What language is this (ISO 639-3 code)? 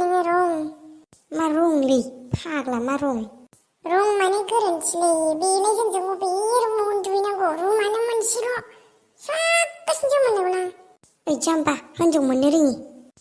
brx